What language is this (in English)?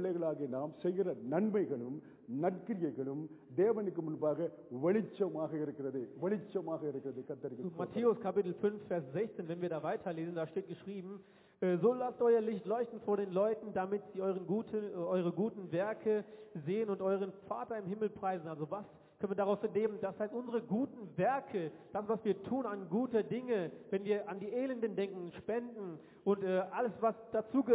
Tamil